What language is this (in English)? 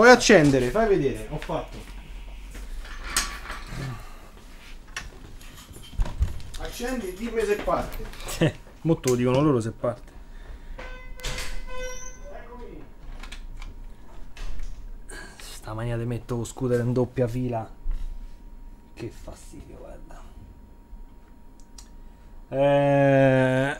Italian